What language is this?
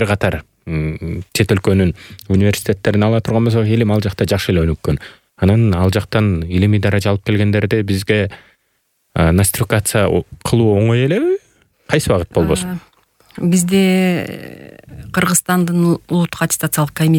Kyrgyz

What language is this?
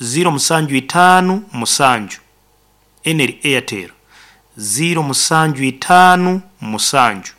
Nyoro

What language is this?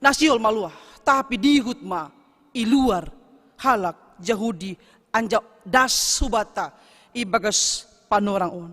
Batak Simalungun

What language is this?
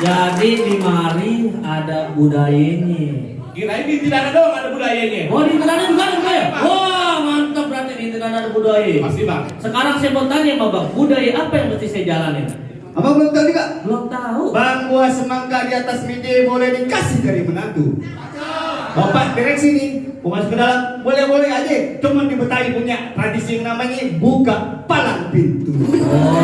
Betawi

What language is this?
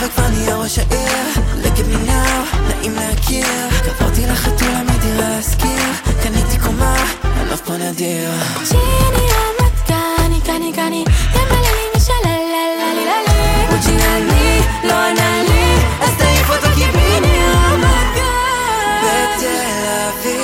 Hebrew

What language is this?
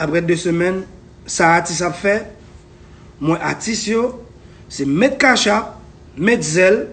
Haitian Creole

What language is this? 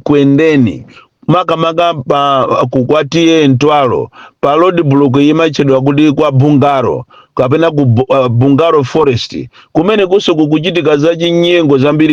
Nyanja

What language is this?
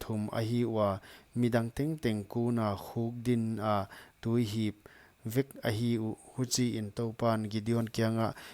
Paite Chin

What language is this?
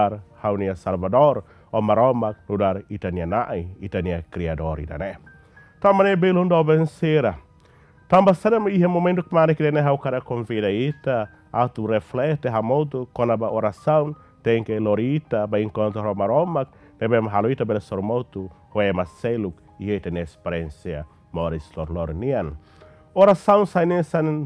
Tetum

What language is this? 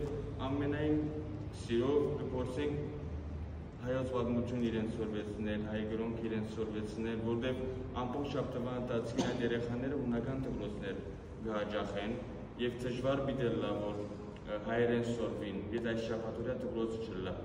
Western Armenian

